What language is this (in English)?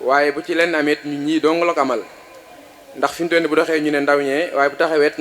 Wolof